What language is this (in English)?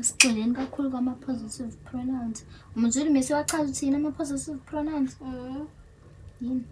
Zulu